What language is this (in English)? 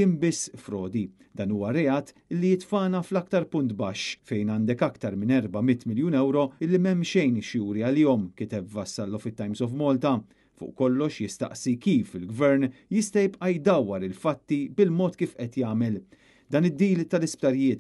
Maltese